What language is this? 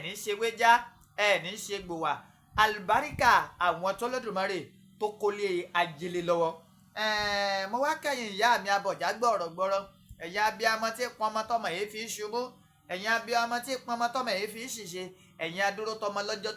Yoruba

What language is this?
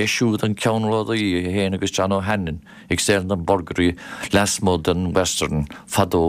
Irish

